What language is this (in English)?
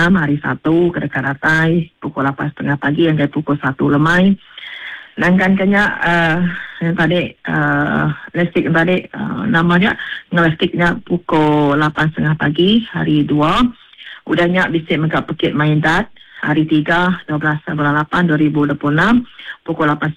Iban